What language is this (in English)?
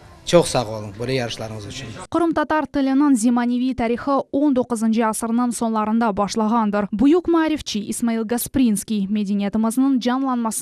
Crimean Tatar